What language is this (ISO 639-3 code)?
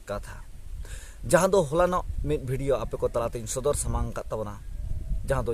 sat